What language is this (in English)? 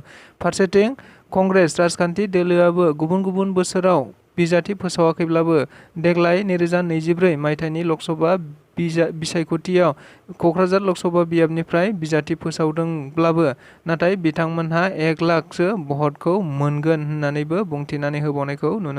Bodo